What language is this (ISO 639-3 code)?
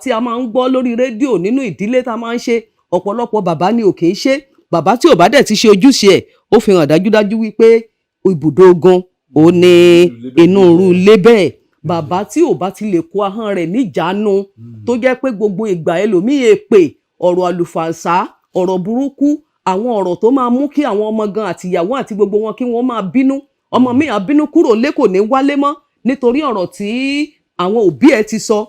yor